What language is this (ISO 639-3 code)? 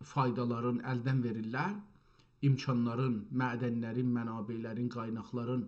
azb